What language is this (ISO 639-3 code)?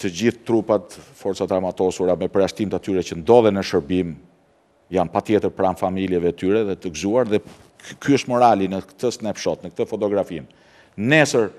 sqi